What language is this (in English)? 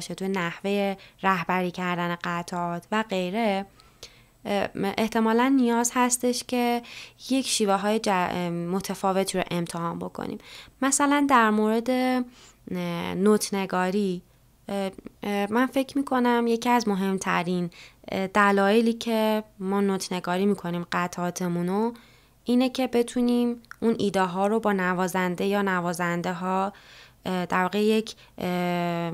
Persian